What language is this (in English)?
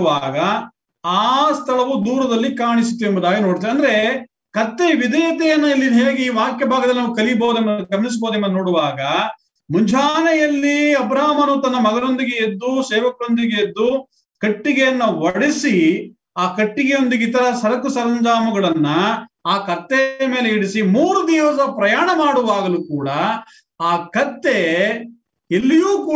Kannada